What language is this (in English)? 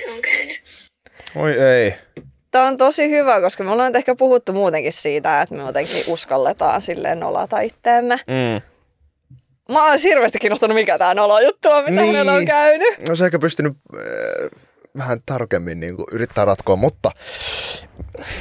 Finnish